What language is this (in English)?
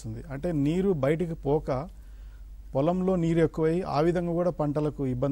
Telugu